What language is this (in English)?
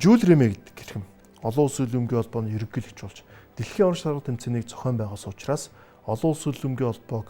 Mongolian